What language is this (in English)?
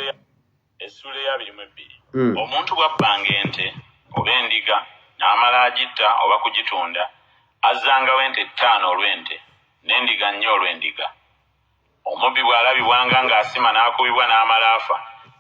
Ganda